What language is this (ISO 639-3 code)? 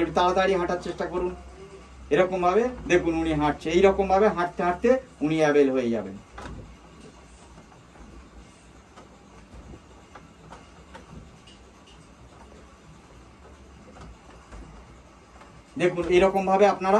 ben